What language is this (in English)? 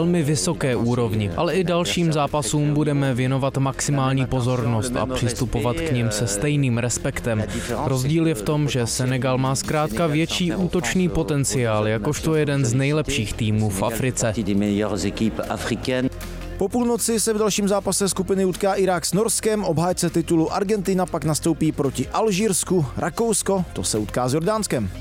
Czech